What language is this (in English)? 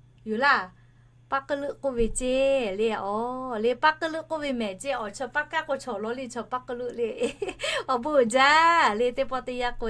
Lahu